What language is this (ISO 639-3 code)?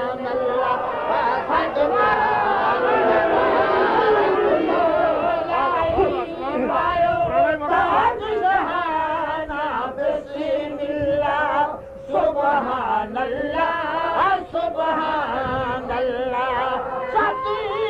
urd